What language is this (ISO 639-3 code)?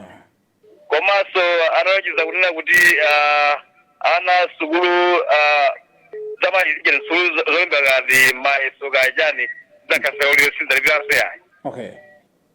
nya